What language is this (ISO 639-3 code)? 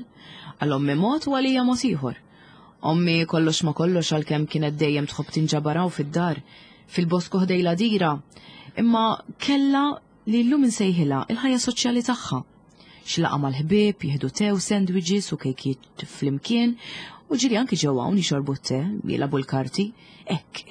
mlt